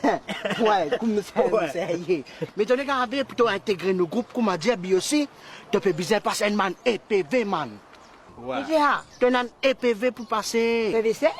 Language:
Morisyen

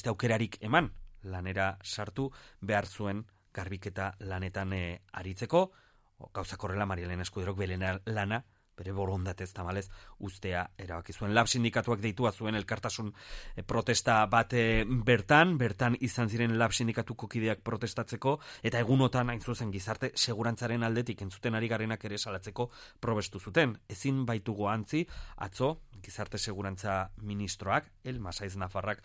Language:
Basque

